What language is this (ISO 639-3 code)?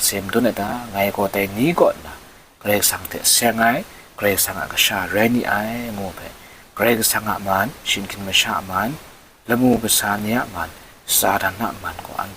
kac